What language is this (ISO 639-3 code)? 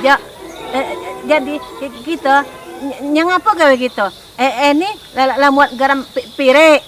mui